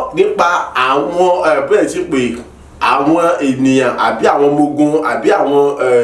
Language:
Yoruba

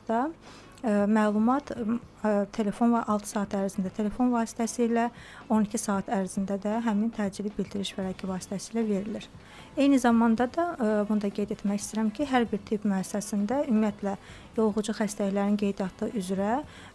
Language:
Azerbaijani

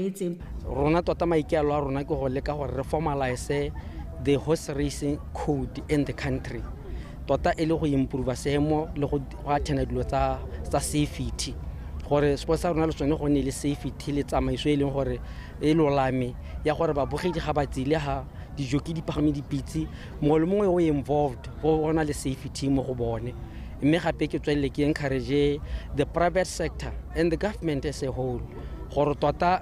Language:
Tswana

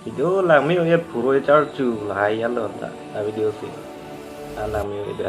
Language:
Karbi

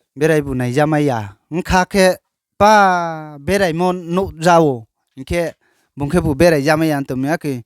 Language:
Riang (India)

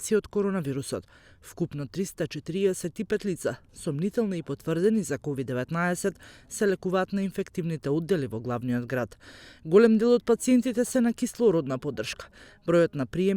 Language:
Macedonian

